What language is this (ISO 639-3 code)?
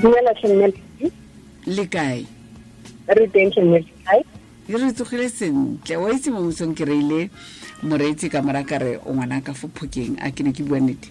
tsn